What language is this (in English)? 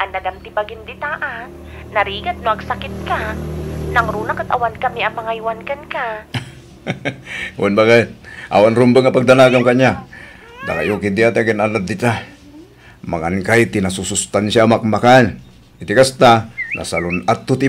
Iloko